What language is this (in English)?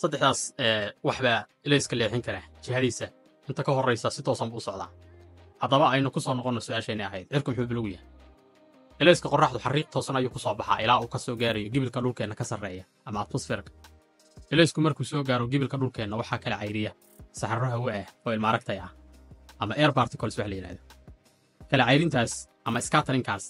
Somali